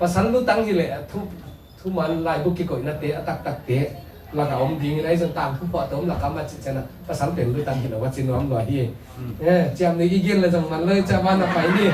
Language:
Tedim Chin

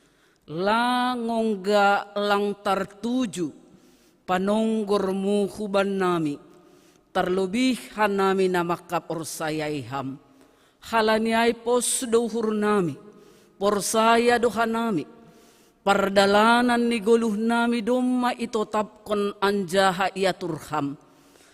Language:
Batak Simalungun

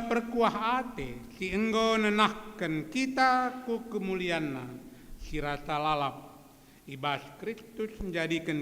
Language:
Batak Karo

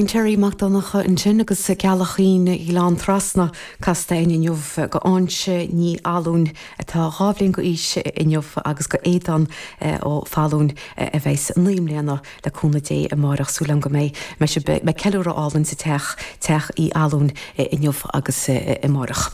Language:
Irish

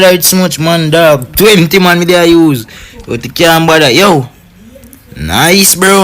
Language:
Jamaican Creole English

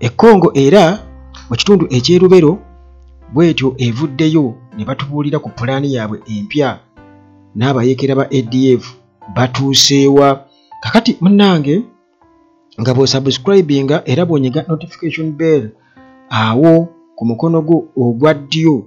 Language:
Ganda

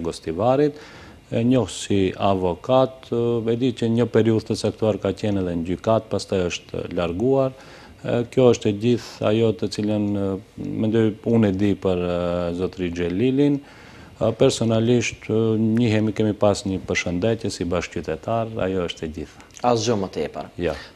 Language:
Albanian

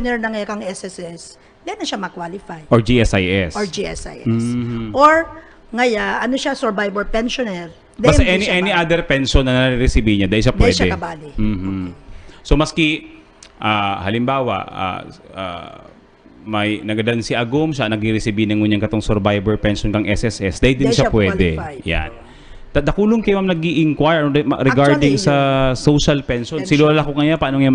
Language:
Bikol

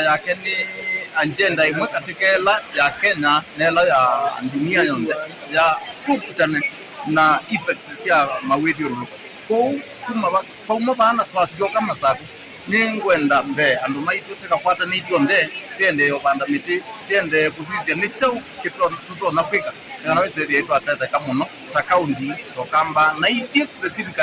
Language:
Kamba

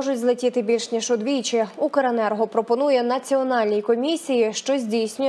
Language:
Ukrainian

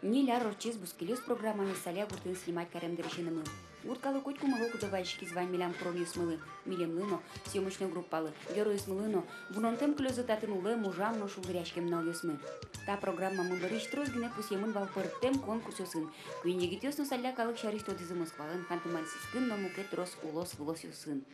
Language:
Udmurt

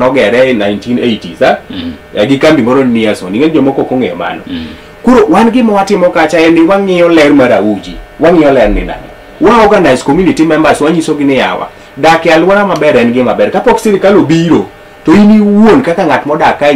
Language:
Luo (Kenya and Tanzania)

